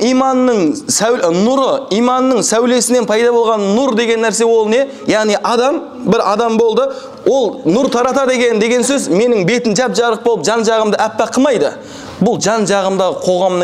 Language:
Kazakh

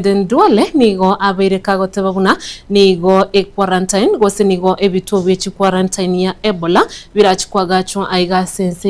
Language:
Gusii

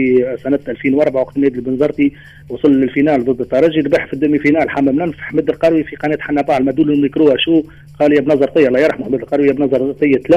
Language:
Tunisian Arabic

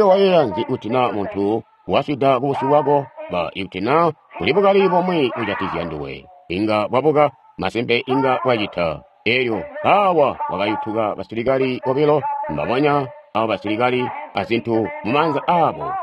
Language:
Tonga (Zambia)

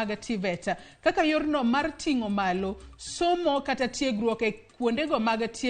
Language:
Luo (Kenya and Tanzania)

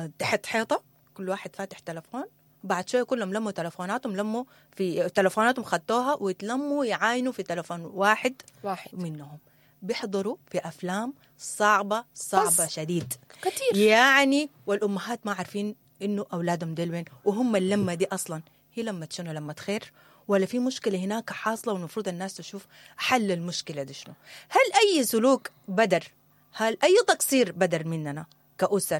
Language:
Sudanese Arabic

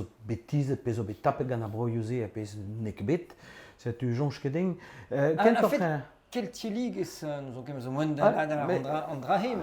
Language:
Breton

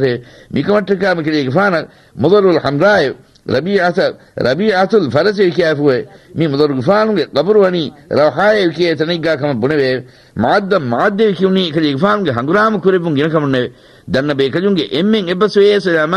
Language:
Divehi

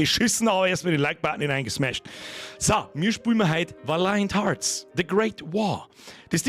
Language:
Bavarian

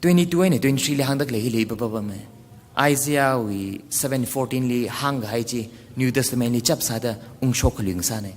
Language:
Tangkhul Naga (India)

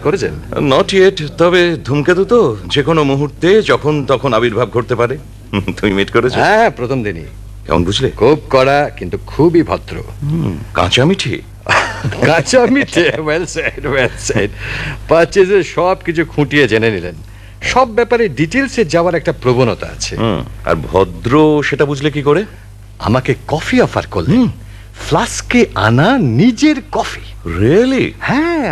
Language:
Bangla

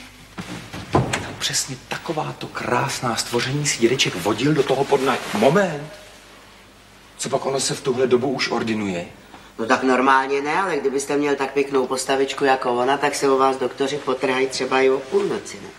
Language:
Czech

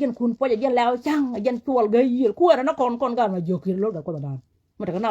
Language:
Nuer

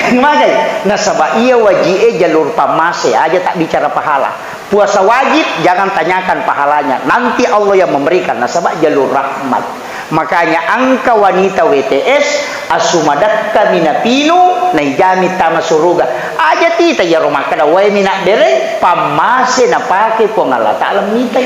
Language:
Buginese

